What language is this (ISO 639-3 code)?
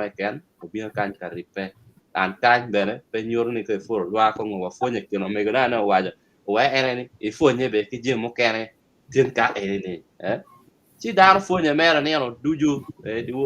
ach